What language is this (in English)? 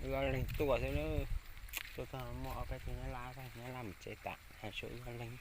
Hmong